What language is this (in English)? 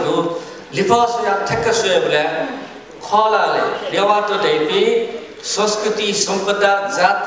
Newari